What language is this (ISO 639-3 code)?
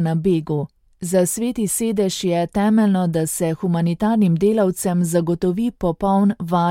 slv